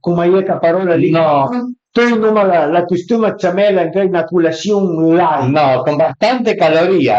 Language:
Piedmontese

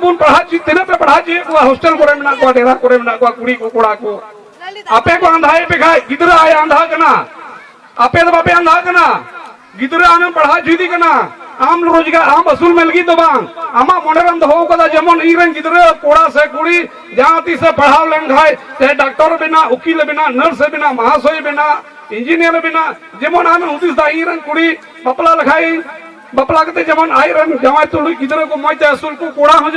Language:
Santali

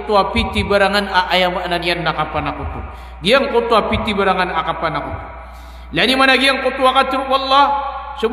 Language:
Maranao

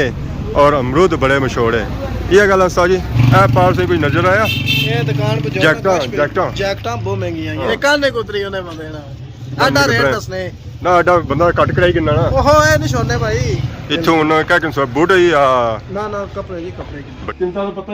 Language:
Pahari-Potwari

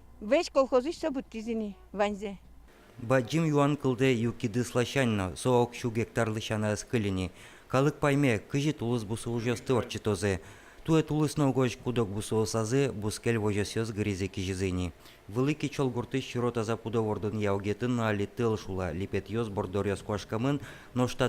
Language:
Udmurt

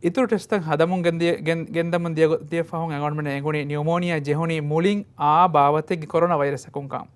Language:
Divehi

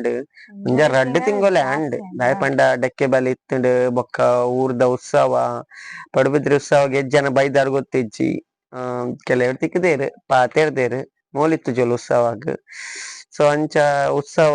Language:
Tulu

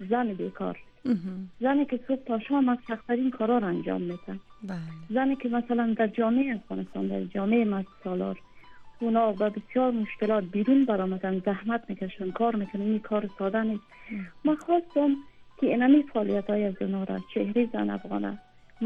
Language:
Persian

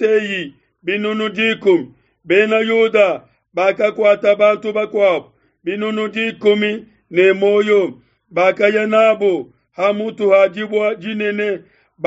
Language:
Luba-Lulua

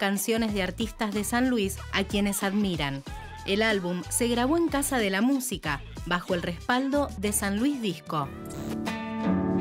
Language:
Spanish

